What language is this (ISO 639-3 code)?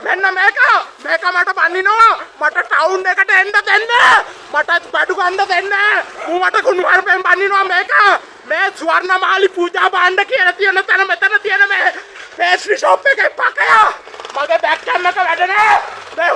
sin